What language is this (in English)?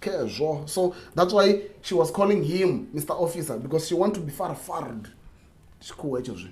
Venda